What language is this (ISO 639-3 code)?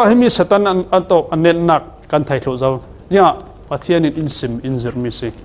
cfm